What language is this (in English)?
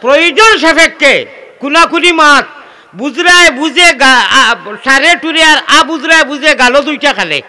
Sylheti